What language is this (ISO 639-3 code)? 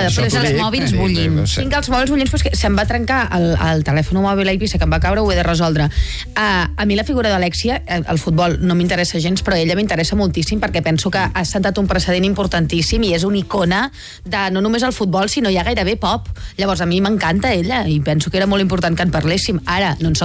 cat